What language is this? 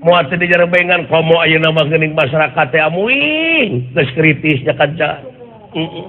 Sundanese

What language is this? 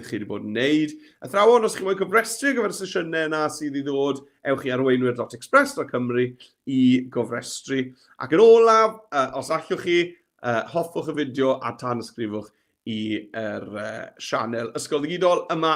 Welsh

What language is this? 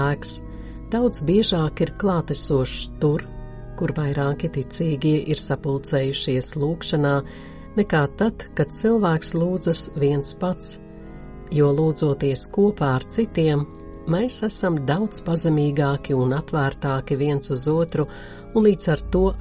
Latvian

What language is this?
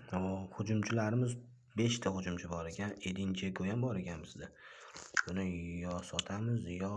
Uzbek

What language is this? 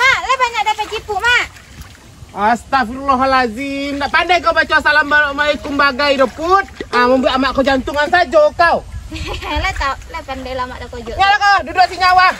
Minangkabau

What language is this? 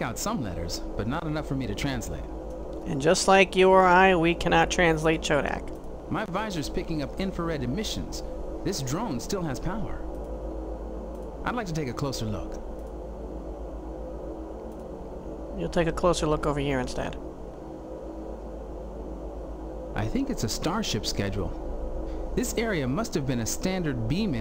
English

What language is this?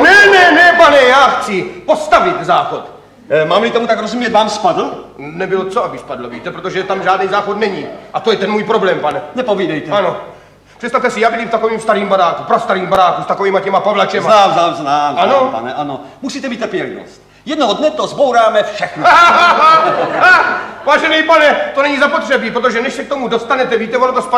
Czech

